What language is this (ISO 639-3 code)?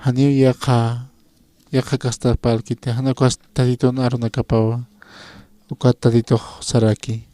aym